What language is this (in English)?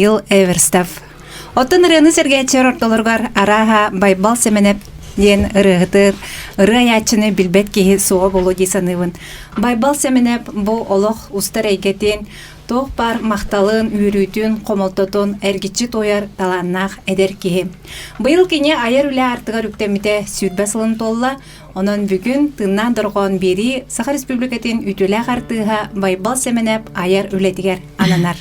Yakut